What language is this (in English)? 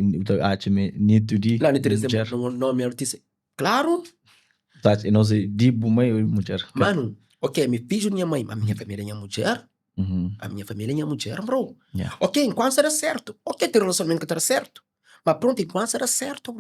Kabuverdianu